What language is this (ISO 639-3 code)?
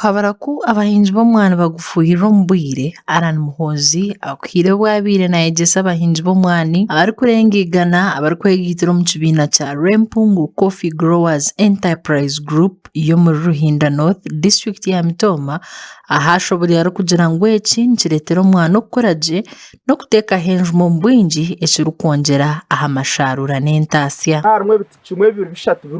nyn